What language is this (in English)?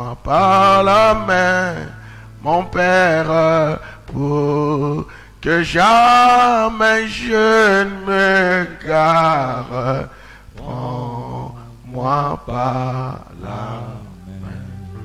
French